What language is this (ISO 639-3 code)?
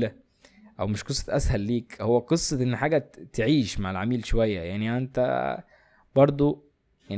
arz